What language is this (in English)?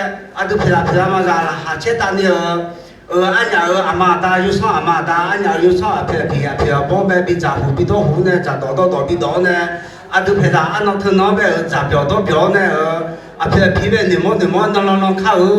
Akha